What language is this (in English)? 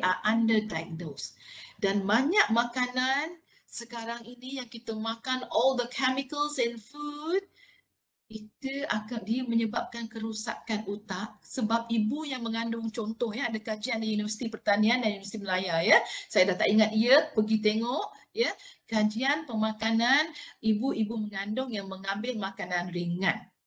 Malay